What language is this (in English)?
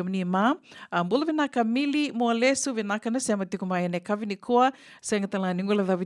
Fijian